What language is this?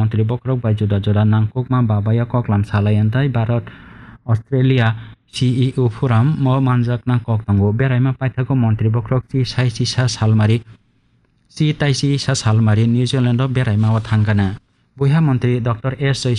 Kok Borok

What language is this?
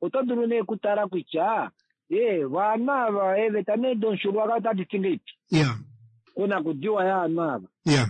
Kuanyama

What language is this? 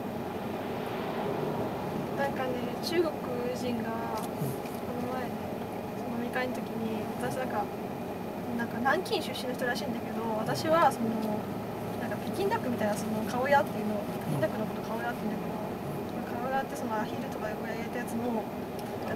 Japanese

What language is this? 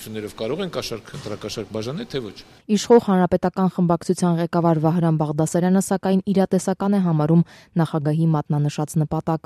Armenian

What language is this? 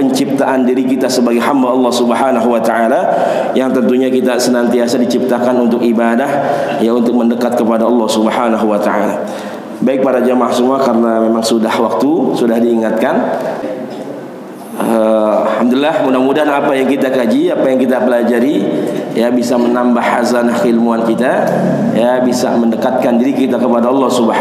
Indonesian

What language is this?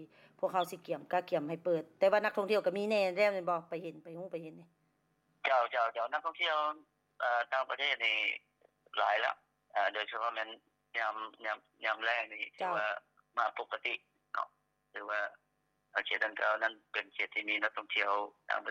Lao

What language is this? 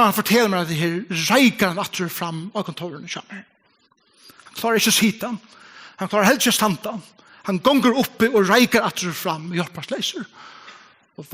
Faroese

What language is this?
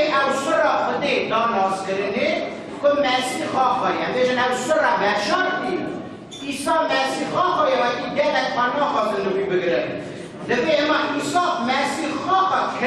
Kurdish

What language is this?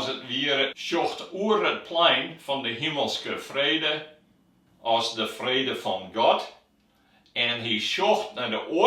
Western Frisian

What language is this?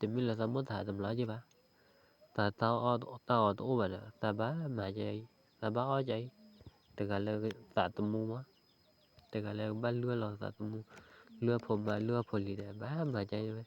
S'gaw Karen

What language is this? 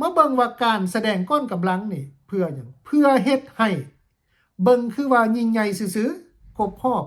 Lao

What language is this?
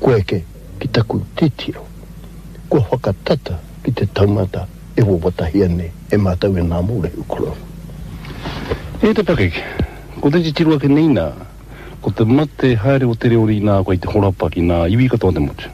Māori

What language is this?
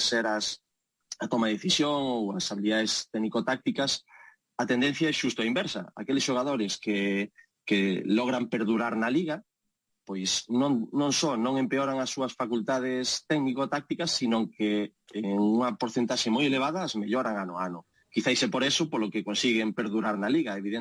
Galician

